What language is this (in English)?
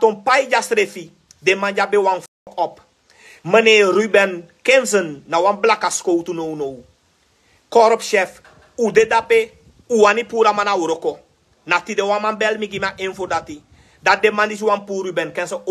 Sranan Tongo